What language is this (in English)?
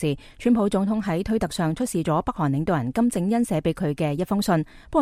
Cantonese